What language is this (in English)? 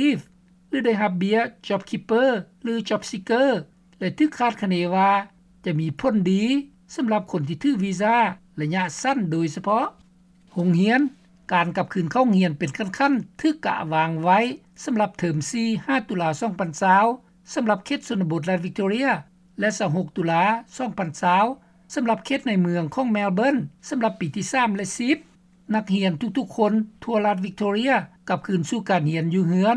Lao